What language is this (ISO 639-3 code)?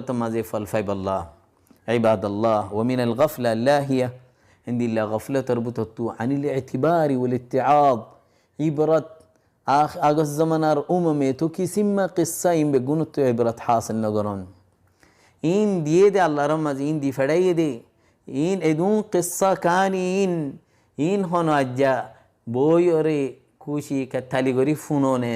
rhg